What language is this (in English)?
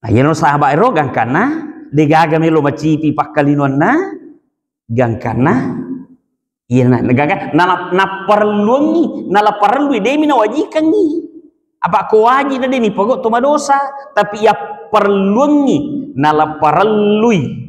Buginese